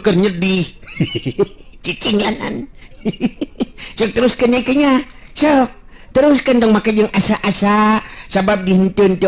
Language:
Sundanese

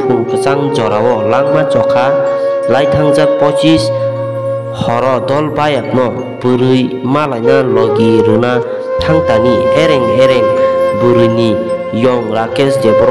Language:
Kok Borok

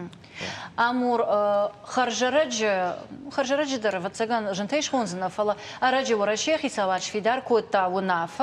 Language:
Ossetic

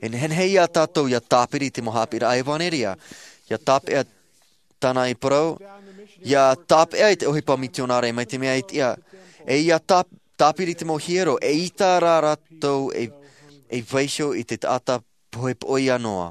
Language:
Tahitian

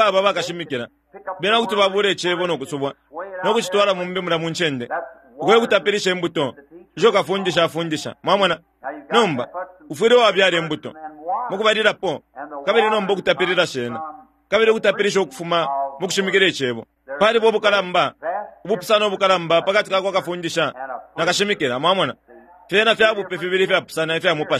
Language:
Bemba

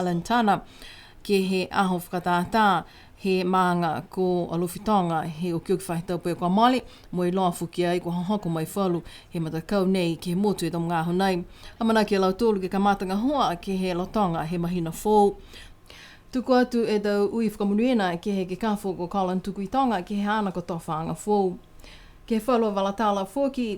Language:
Niuean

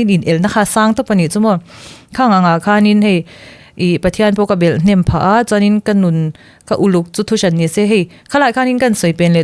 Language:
Mizo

